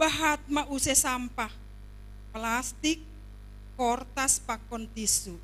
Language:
Batak Simalungun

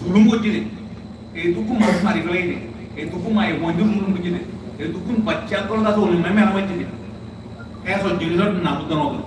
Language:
Rohingya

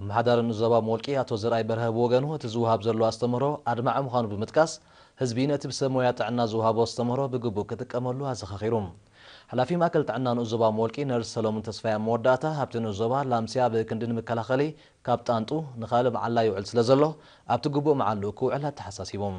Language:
Tigrinya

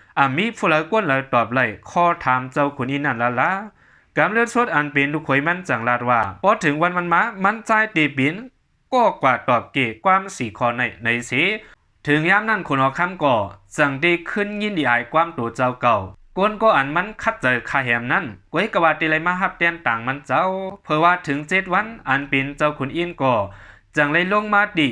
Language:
Shan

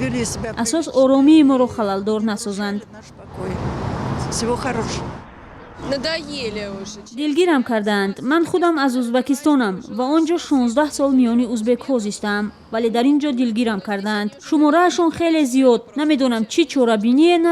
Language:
Tajik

